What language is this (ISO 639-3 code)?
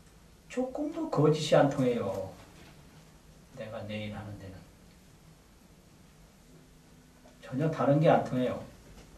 kor